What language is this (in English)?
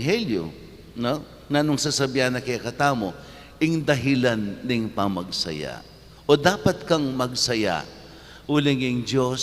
Pampanga